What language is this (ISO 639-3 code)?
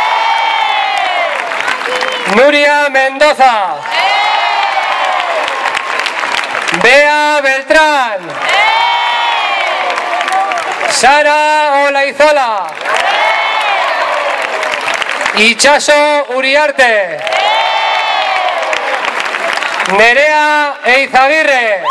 eus